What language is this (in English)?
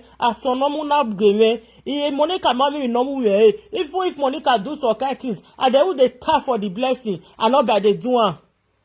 Nigerian Pidgin